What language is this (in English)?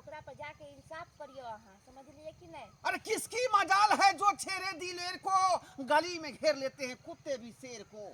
Maithili